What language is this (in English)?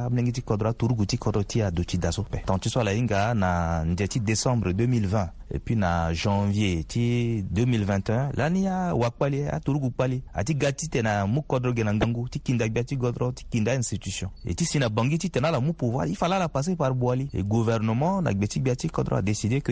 Sango